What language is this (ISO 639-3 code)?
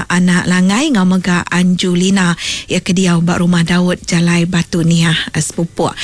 iba